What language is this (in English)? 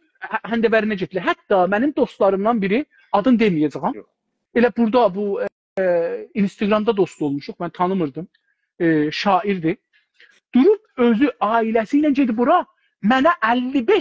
South Azerbaijani